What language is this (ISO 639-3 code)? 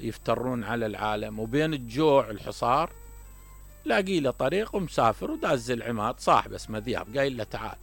acm